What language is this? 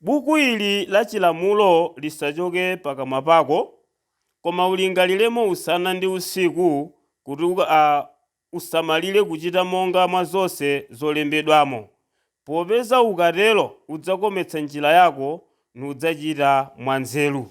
Nyanja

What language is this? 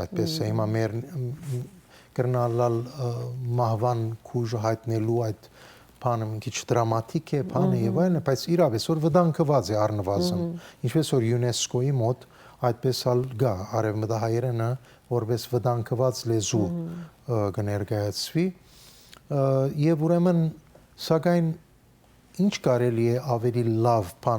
Western Armenian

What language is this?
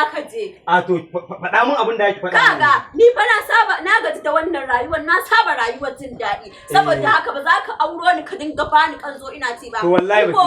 Hausa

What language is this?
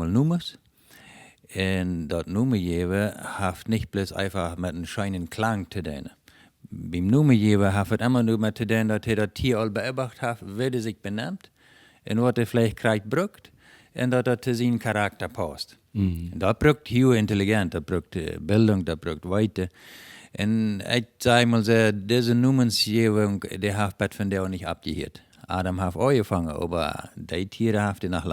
Plautdietsch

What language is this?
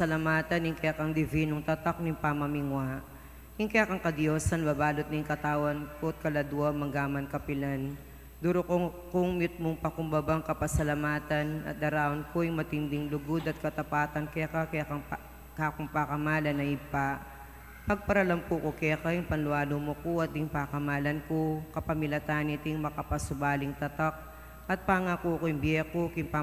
Pampanga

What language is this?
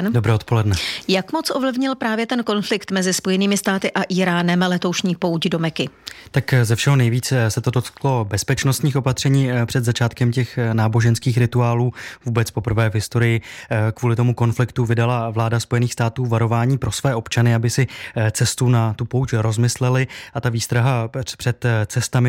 Czech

